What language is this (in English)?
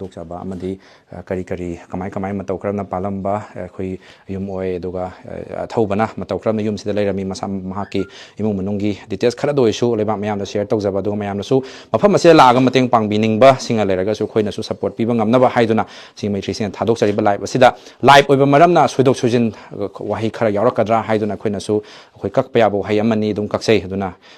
Manipuri